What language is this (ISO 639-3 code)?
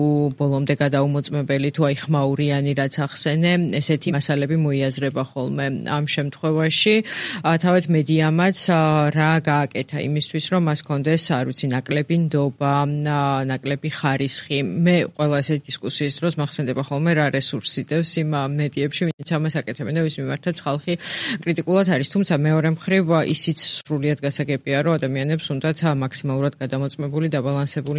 kat